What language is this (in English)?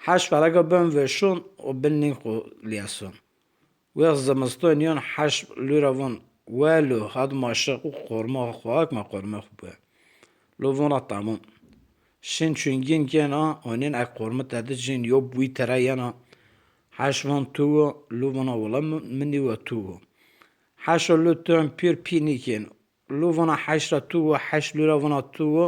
Zaza